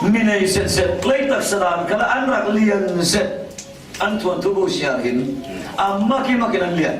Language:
Falam Chin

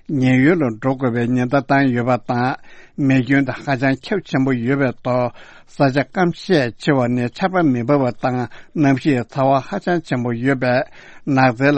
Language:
Tibetan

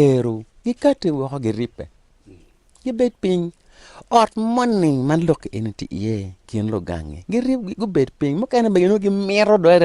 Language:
Acoli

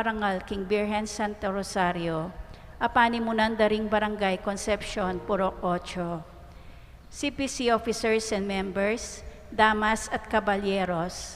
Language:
Pampanga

